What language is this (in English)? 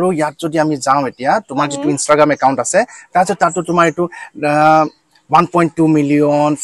Assamese